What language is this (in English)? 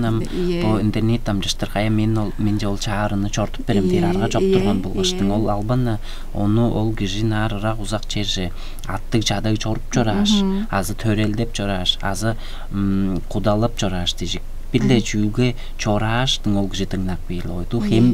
Tuvinian